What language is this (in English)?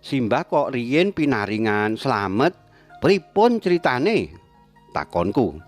Javanese